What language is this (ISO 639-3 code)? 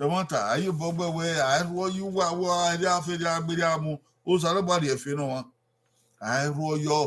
bin